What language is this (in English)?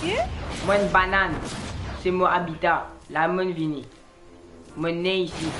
Morisyen